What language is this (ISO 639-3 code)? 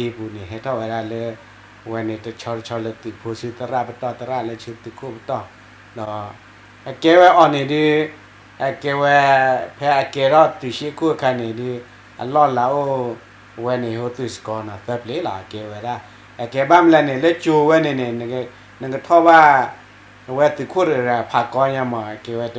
ksw